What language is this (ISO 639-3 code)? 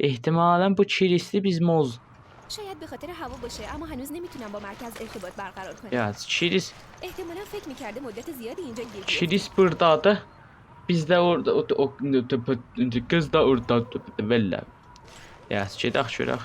azb